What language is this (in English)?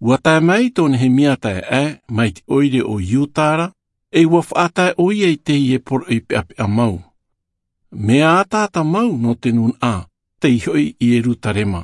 Tahitian